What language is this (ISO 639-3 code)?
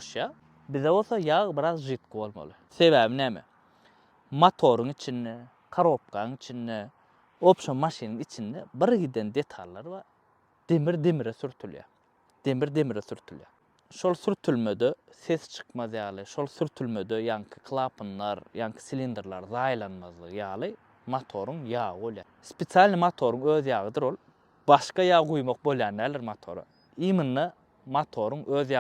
tuk